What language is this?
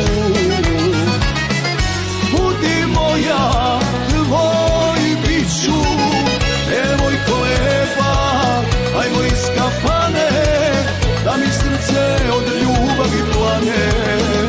Serbian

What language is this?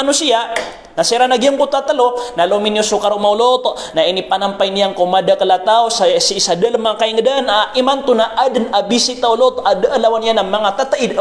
Maranao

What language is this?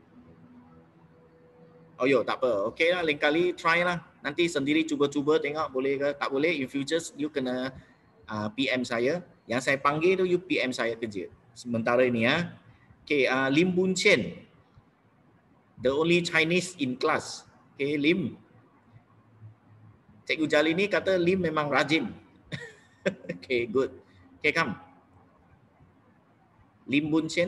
Malay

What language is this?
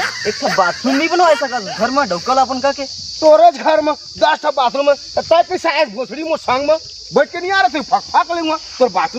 Chhattisgarhi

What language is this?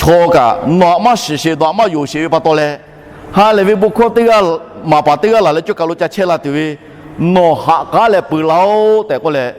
Lahu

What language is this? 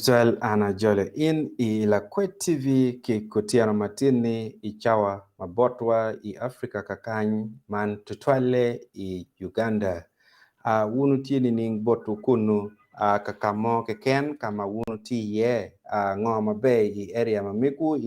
Acoli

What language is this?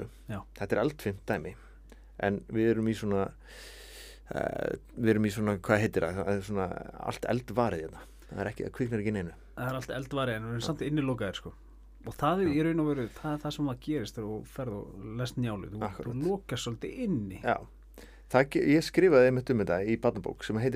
Icelandic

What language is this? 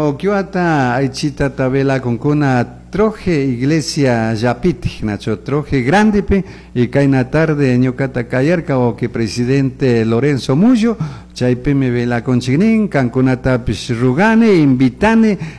Chimborazo Highland Quichua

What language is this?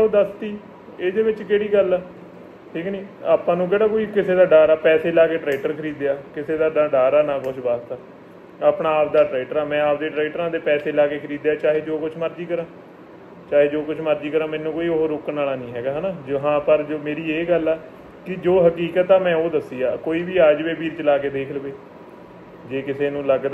Punjabi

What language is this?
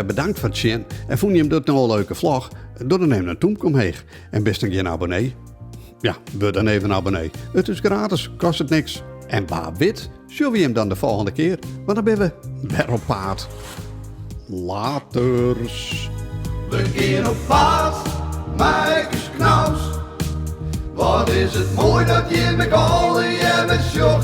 Western Frisian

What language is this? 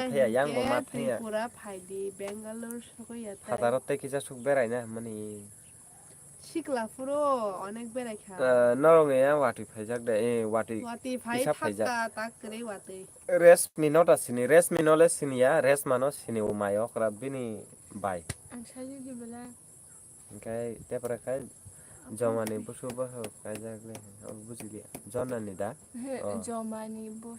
Kok Borok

